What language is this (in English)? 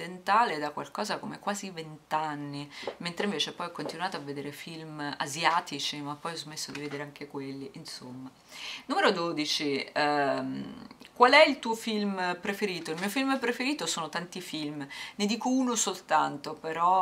Italian